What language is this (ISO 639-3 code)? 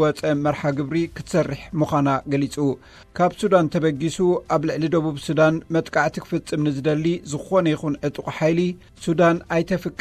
tir